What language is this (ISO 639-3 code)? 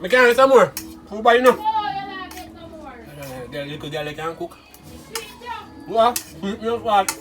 jam